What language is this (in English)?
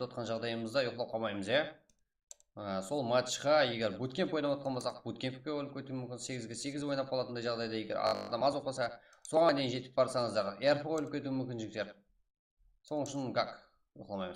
Kara-Kalpak